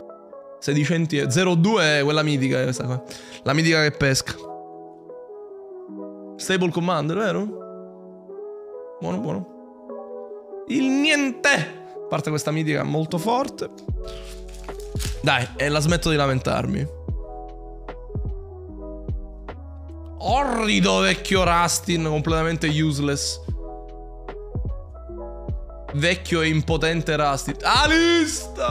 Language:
Italian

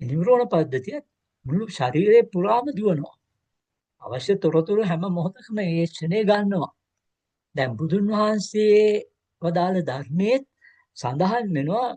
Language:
Sinhala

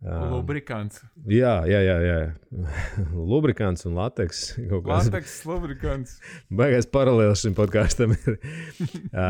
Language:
Latvian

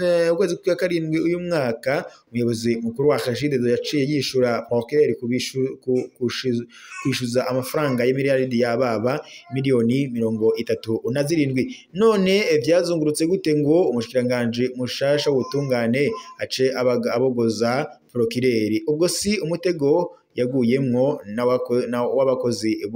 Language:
Rundi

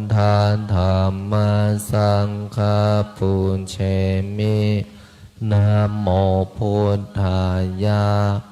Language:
Pali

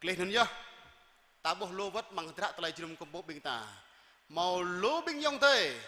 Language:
Jarai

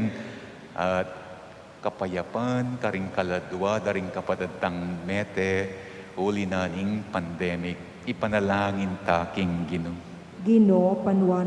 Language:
Pampanga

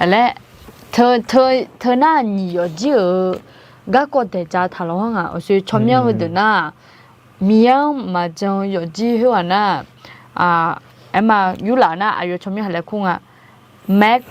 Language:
Akha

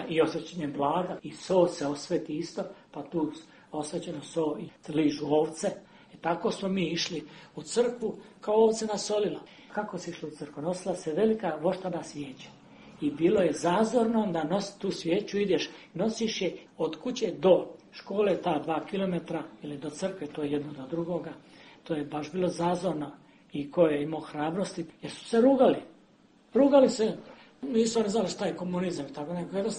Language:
Serbian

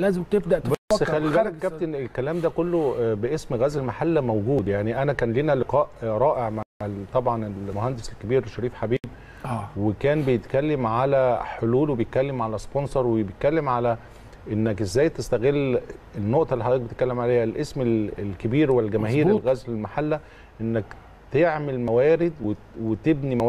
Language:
Egyptian Arabic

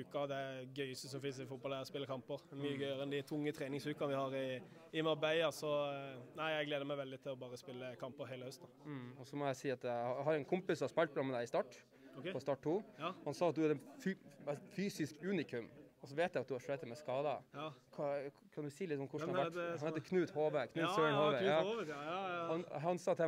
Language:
Norwegian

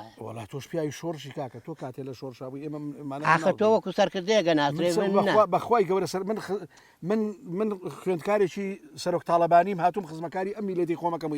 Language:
Central Kurdish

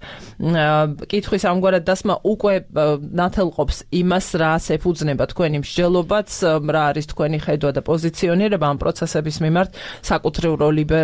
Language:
Georgian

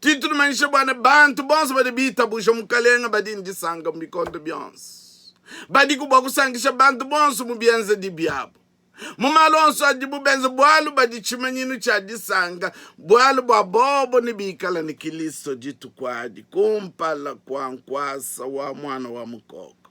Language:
Luba-Lulua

